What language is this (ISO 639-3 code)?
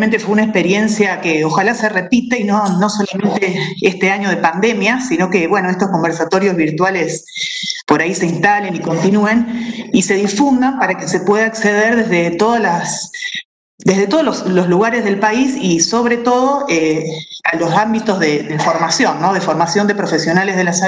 spa